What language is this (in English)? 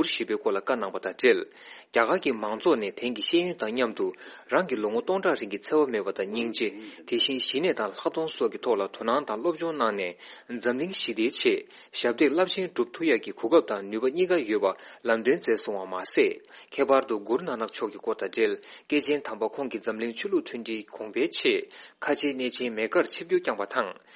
Tibetan